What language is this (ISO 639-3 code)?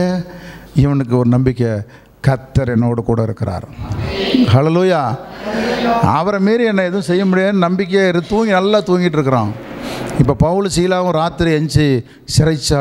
tam